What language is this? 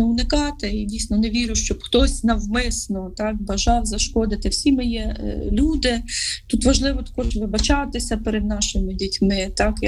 Ukrainian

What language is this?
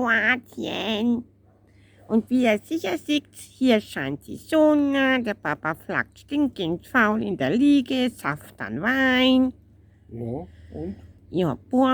Bavarian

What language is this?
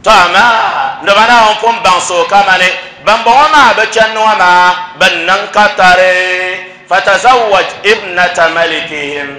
Dagbani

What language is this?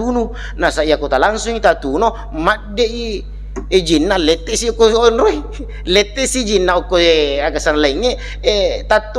Buginese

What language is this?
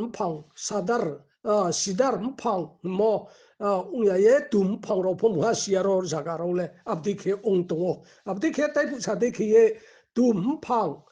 Riang (India)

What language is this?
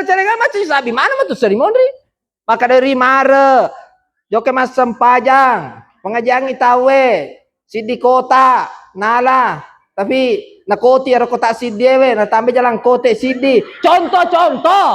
Buginese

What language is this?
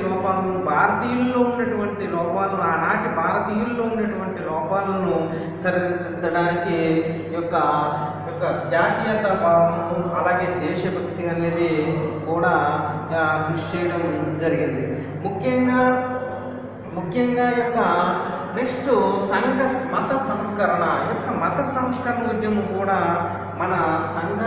Telugu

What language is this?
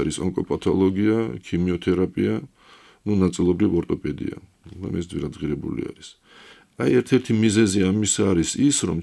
Georgian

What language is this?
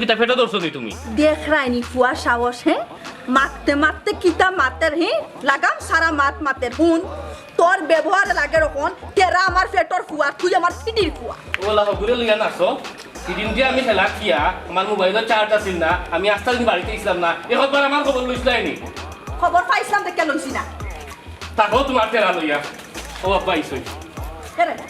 Sylheti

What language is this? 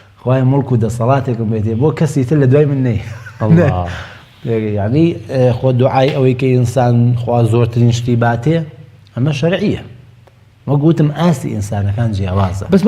Central Kurdish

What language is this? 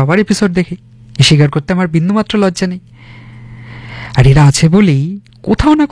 Bangla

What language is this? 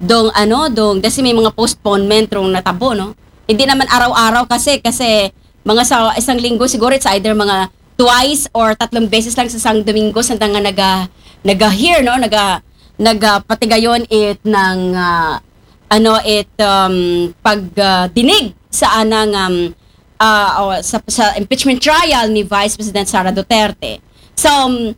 Aklanon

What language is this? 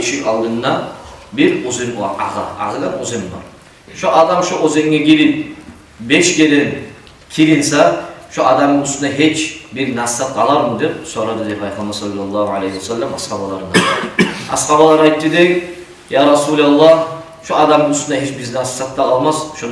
Kumyk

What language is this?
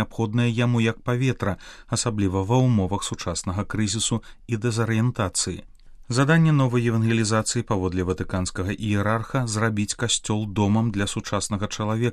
Belarusian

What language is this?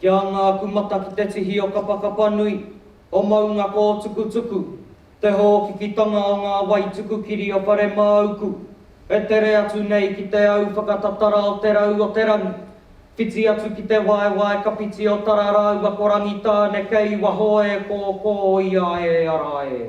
Māori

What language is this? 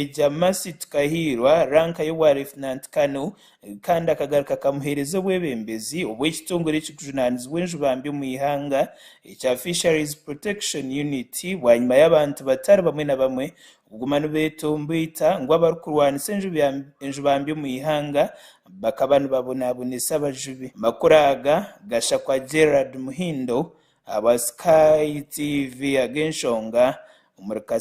Nyankole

